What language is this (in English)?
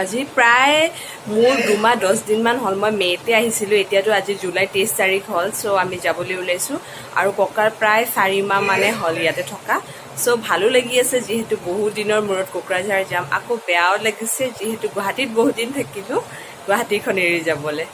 Assamese